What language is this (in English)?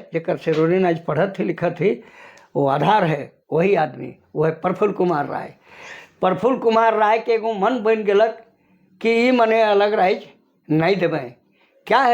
Sadri